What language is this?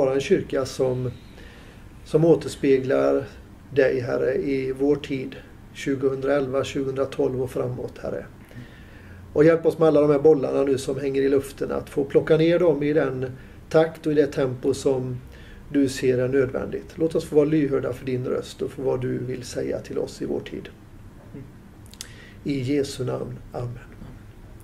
Swedish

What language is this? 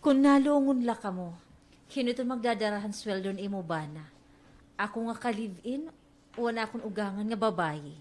Waray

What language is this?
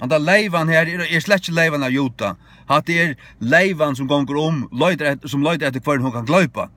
Faroese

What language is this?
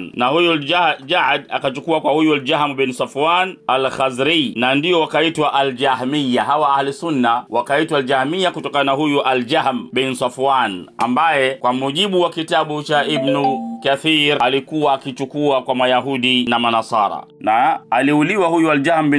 Swahili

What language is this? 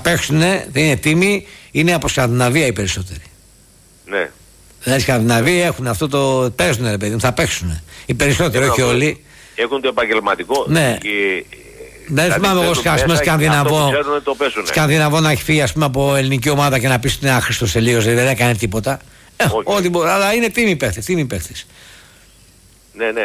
Greek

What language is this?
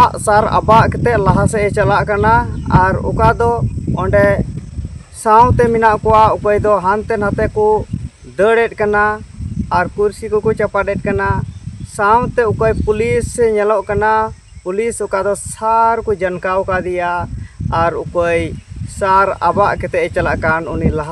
Santali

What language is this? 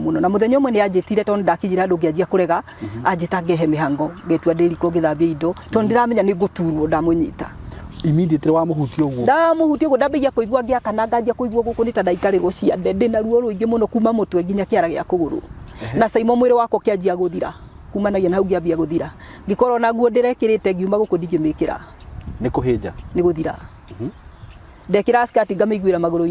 Kikuyu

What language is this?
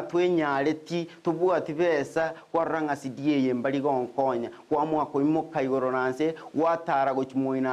Gusii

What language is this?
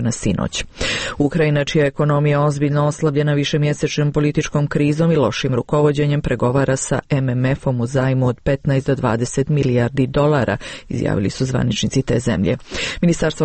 Serbian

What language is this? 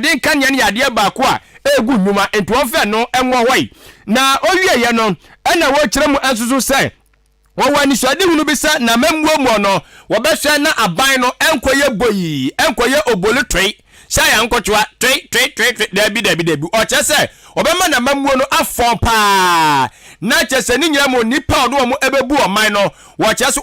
Akan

